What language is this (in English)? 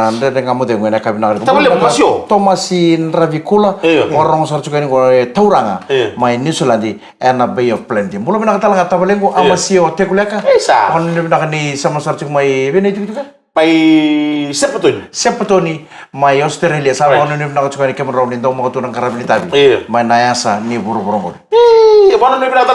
Fijian